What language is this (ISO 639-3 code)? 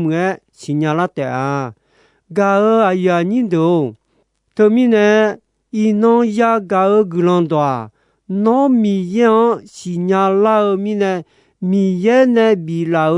ahk